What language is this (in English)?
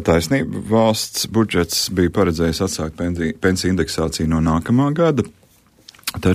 Latvian